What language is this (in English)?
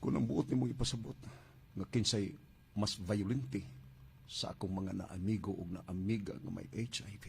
Cebuano